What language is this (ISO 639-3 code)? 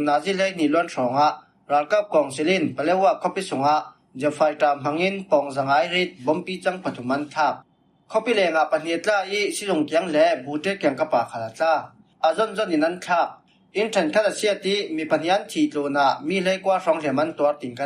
cfm